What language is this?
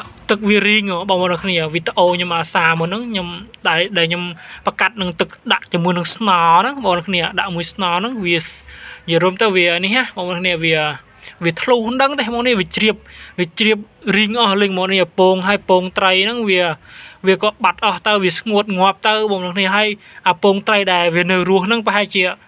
Khmer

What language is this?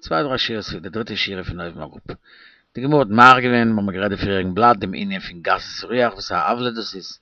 Yiddish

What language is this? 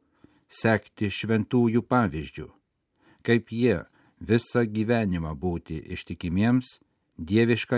Lithuanian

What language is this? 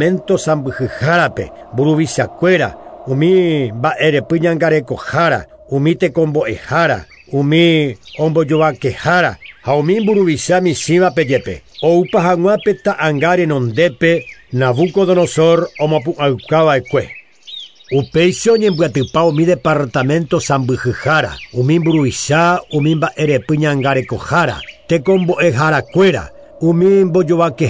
Guarani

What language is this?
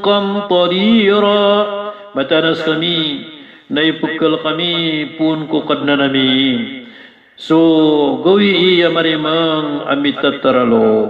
Maranao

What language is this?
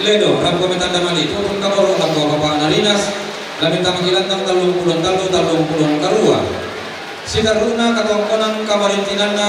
Toraja-Sa'dan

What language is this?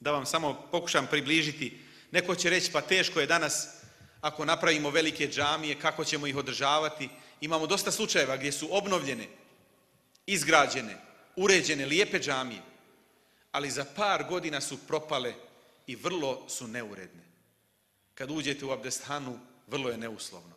Bosnian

